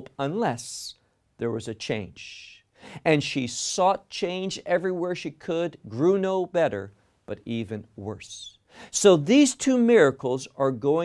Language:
English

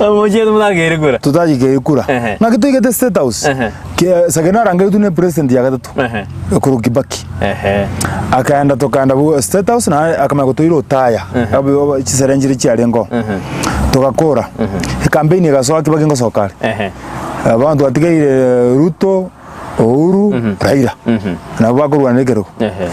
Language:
Gusii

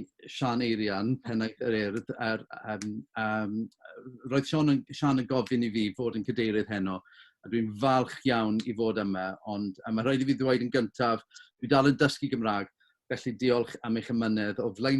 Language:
Welsh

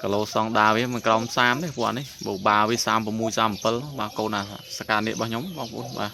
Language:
Khmer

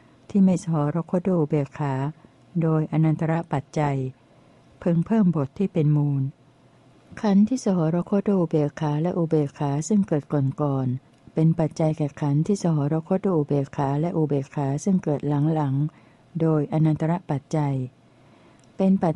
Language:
Thai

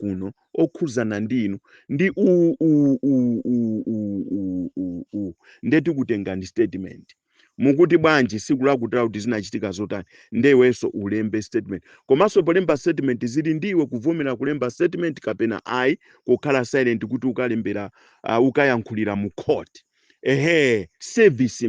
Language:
Nyanja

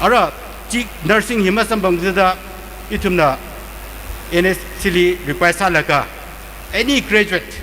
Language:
Tangkhul Naga (India)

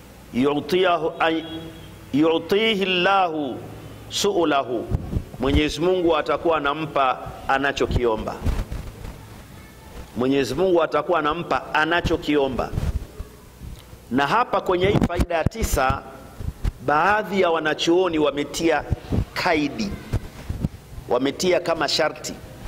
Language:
Swahili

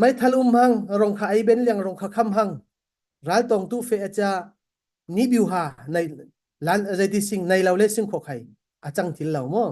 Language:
Falam Chin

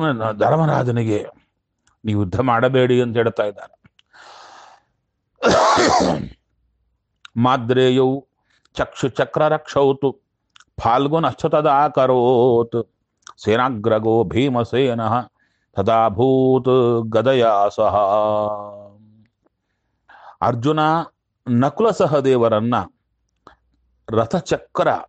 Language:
Kannada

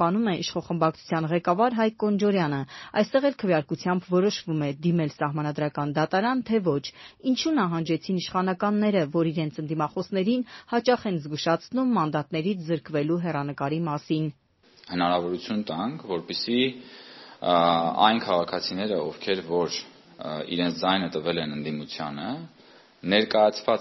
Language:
Armenian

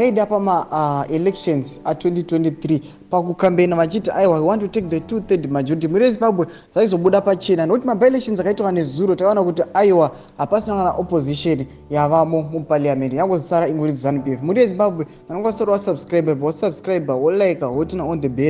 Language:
Shona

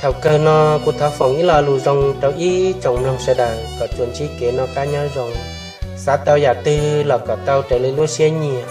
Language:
Hmong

